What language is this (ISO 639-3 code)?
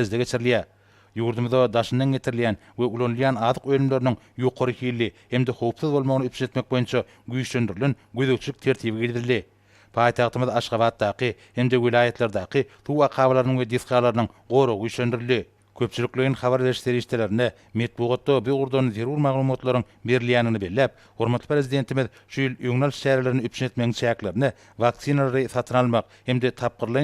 tuk